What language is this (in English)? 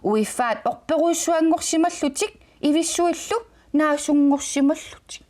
Kalaallisut